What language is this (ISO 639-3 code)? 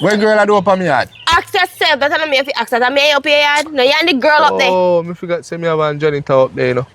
jam